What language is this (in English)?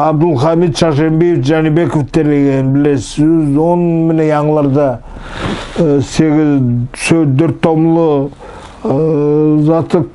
Nogai